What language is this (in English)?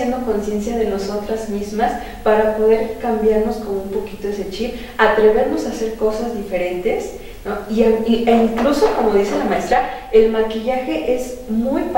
Spanish